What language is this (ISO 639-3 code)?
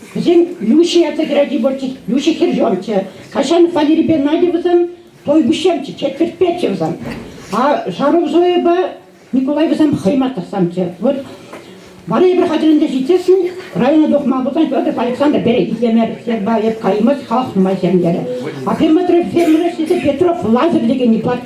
chv